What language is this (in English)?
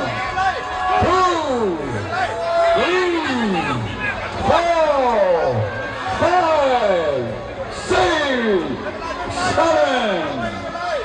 Lisu